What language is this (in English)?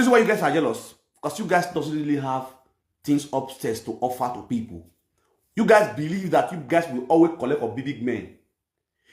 Nigerian Pidgin